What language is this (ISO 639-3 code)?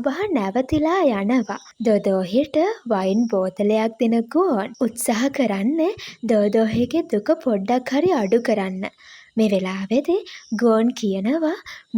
sin